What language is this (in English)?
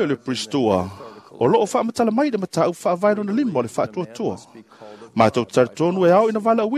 Samoan